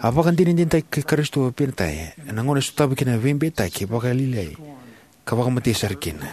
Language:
Fijian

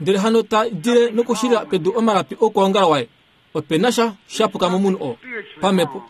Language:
Kuanyama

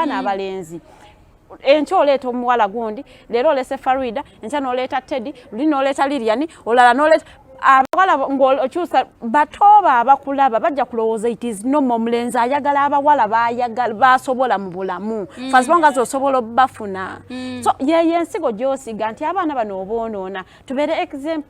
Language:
Ganda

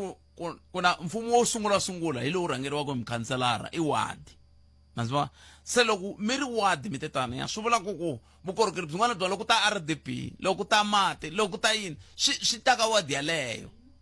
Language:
Tsonga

